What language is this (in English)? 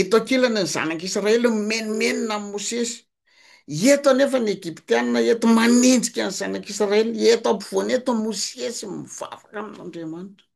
Malagasy